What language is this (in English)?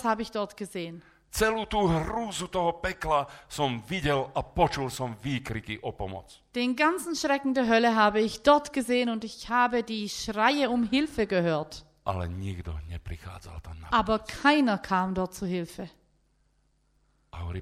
Slovak